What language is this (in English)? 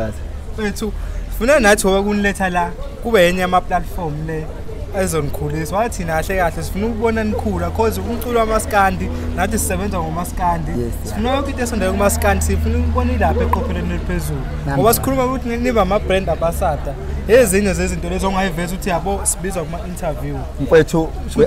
Zulu